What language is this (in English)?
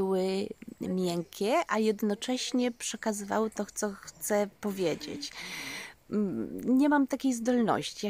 Polish